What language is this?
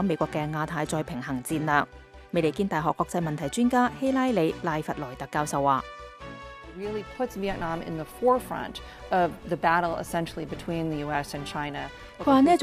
Cantonese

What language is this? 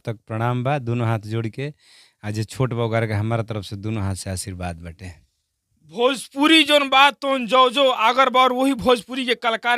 Bhojpuri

